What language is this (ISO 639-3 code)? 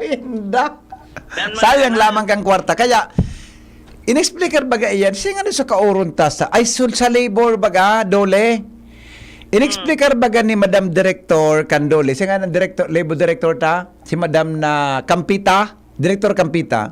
bik